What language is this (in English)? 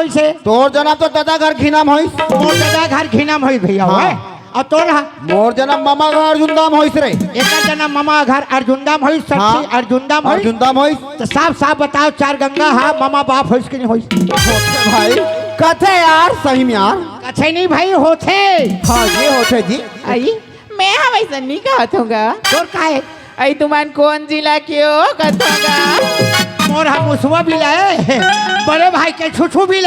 Chhattisgarhi